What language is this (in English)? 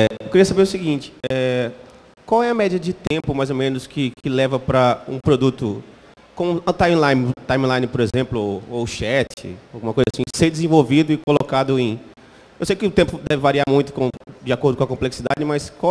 Portuguese